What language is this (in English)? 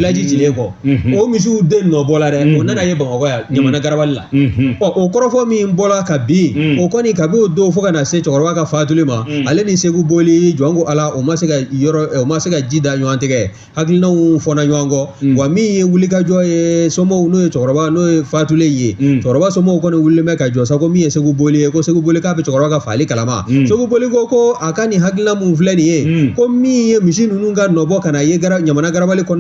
Bambara